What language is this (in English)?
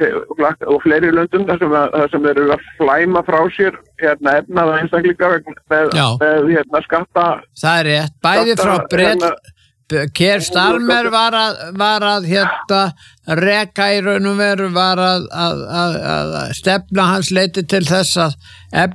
Icelandic